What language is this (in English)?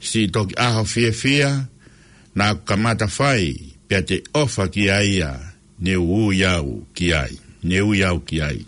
Tongan